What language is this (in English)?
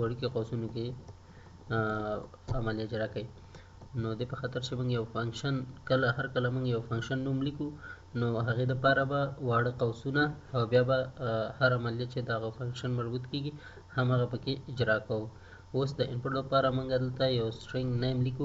Pashto